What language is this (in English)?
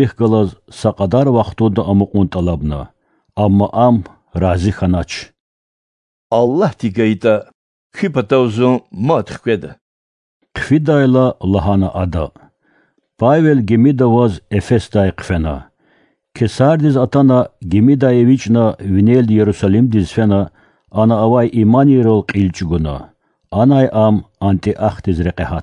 Lezghian